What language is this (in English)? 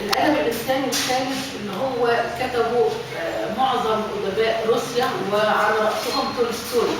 Egyptian Arabic